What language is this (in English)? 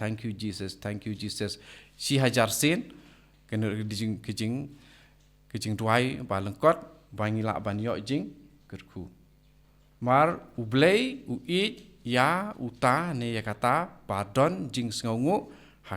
Khasi